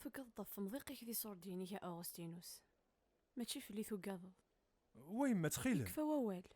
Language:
Kabyle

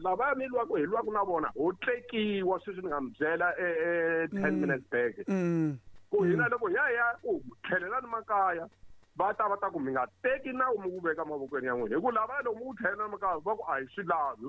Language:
Tsonga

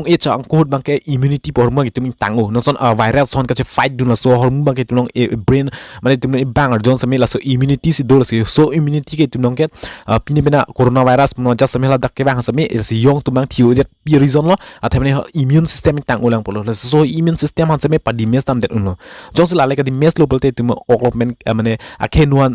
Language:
Karbi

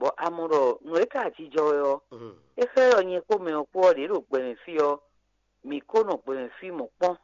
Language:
Fon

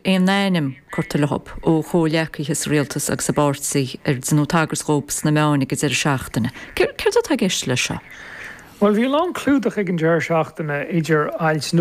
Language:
Irish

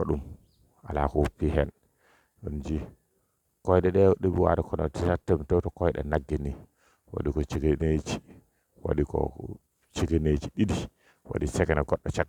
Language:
Fula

